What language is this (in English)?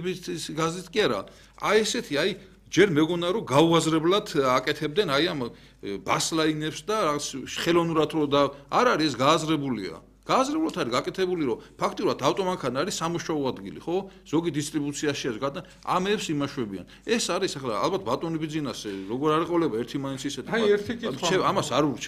Georgian